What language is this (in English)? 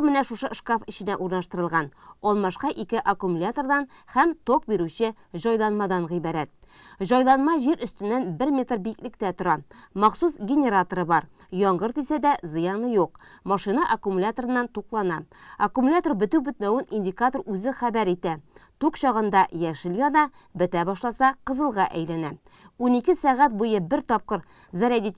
Tatar